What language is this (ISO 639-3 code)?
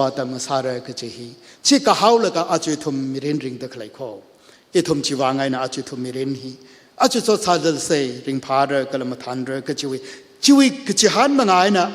nmf